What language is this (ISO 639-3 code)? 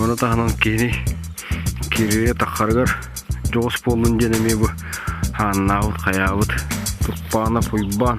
sah